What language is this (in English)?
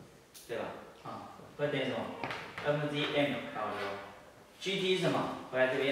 Chinese